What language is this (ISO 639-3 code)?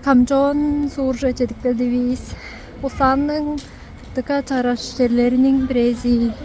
tyv